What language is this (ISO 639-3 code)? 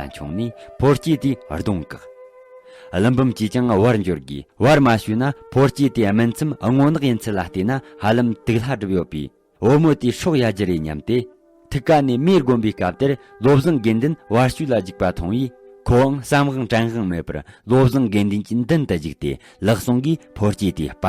bod